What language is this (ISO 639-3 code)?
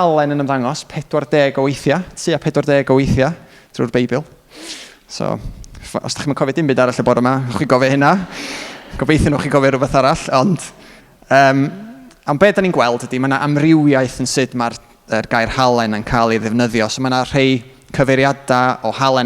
cym